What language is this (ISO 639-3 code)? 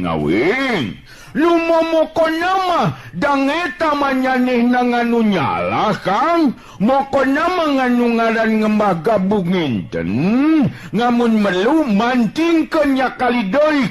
sun